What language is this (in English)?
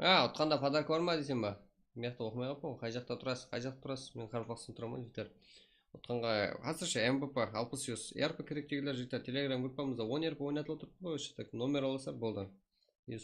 Kara-Kalpak